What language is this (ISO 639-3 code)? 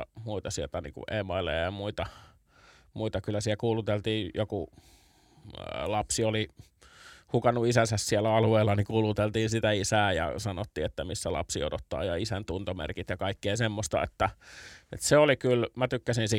fin